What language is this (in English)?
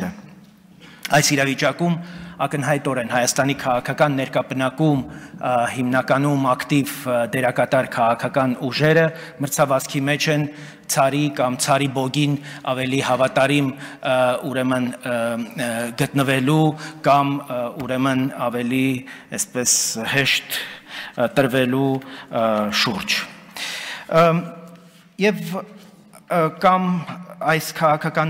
Armenian